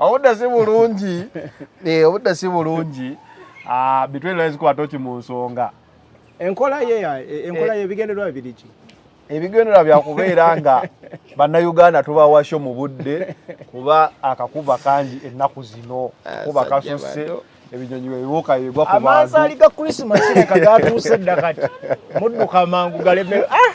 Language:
Ganda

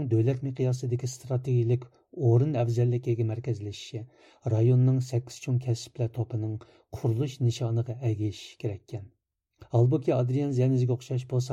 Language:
Uyghur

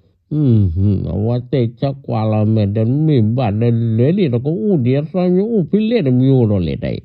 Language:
S'gaw Karen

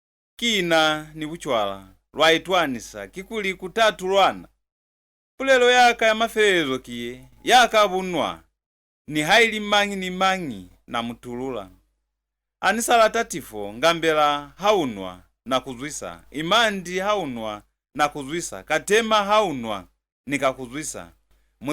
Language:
Lozi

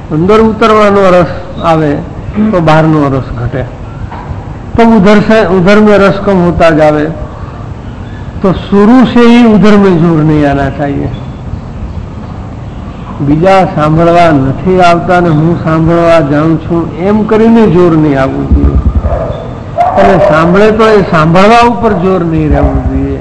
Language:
Gujarati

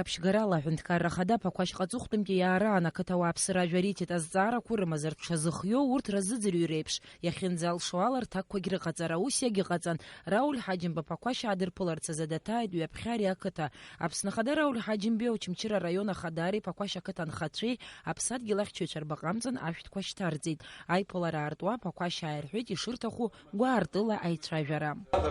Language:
Abkhazian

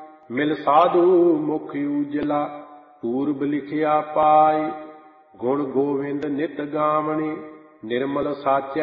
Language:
Punjabi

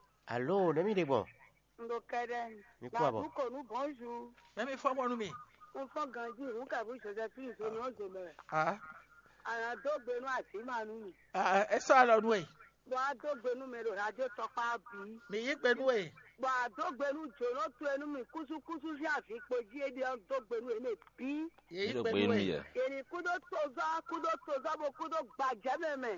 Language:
Fon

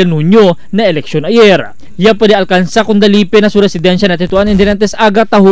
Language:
Chavacano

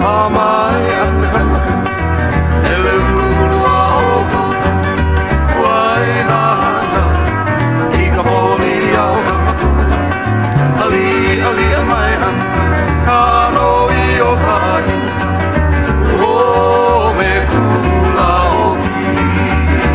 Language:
Hawaiian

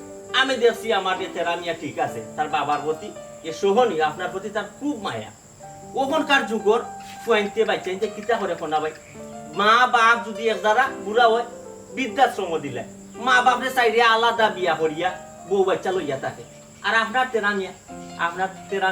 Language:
Sylheti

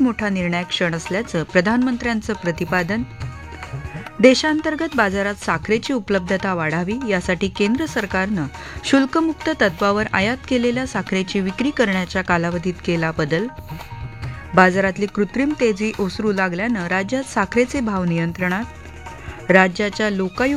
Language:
Marathi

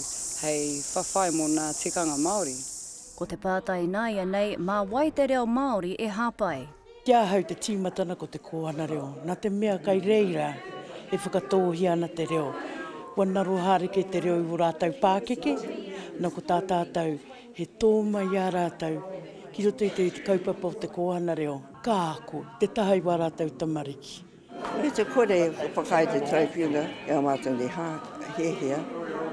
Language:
Māori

